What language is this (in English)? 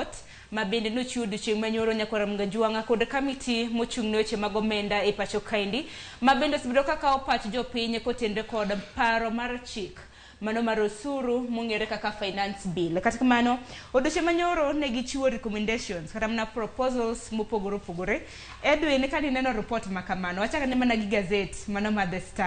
Luo (Kenya and Tanzania)